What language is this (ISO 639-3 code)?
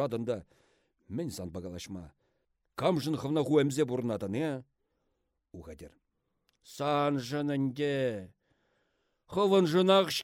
chv